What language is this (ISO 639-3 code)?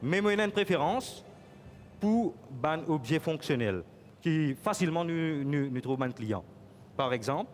mfe